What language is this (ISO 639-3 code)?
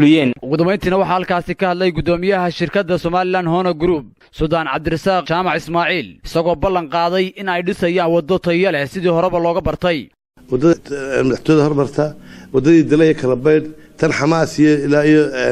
som